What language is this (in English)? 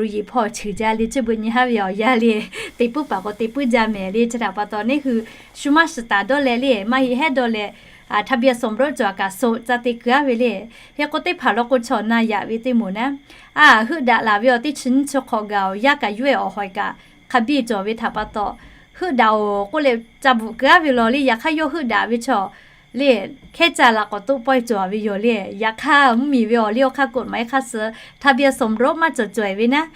Lahu